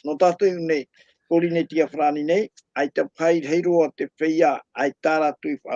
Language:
Tahitian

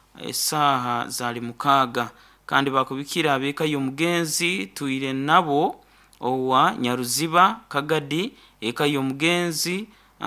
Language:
Nyoro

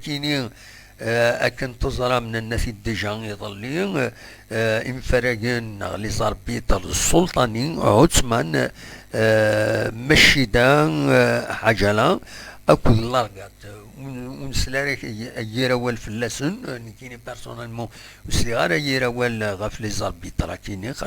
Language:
Kabyle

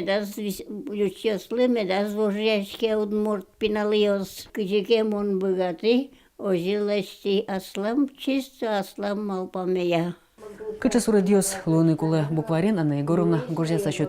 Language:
Udmurt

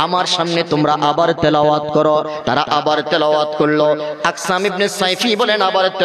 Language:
Bangla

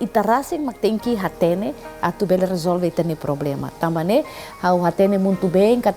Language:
Tetum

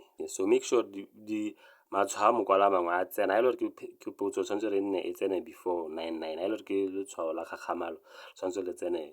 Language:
Tswana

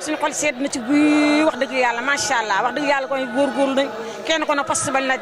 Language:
Wolof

